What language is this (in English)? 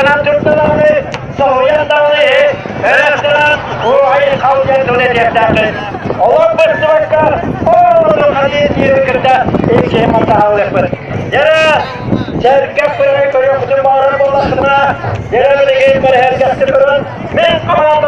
Yakut